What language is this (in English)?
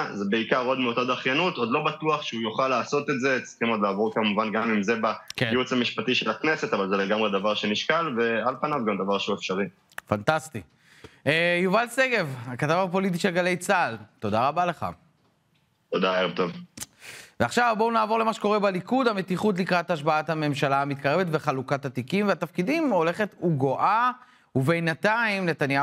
Hebrew